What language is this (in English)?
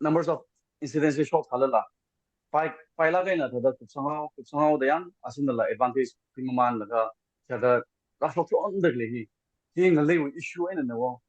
Tangkhul Naga (India)